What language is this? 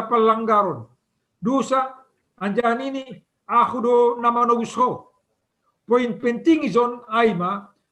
Batak Simalungun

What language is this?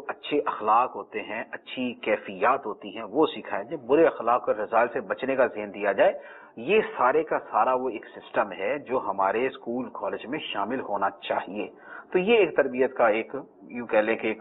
Urdu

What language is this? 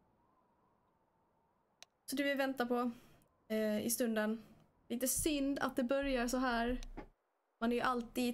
Swedish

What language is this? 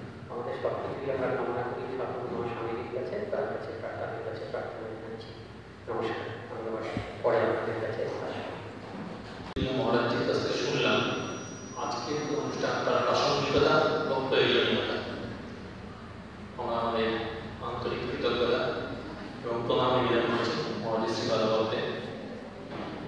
Bangla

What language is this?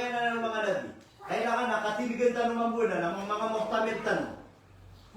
Maranao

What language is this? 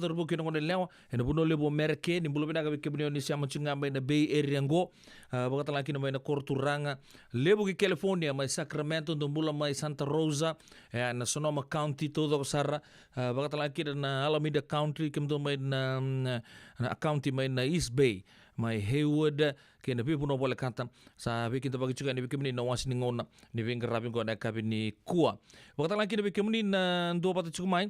Fijian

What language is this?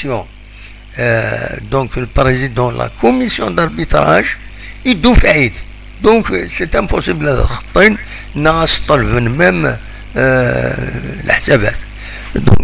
Kabyle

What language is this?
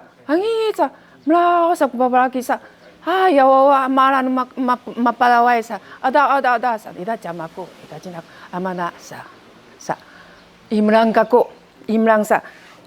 Sakizaya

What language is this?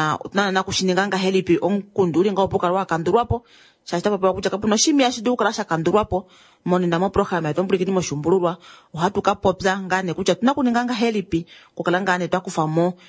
Kuanyama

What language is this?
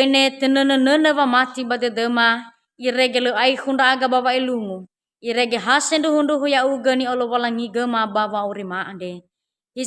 Nias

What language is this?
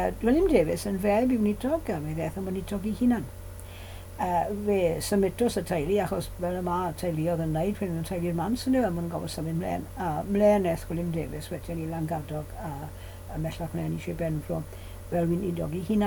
Welsh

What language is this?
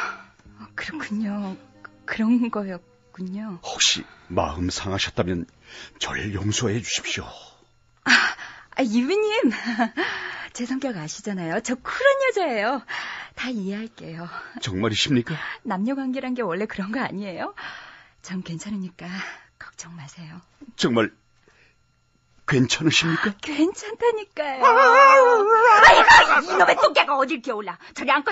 Korean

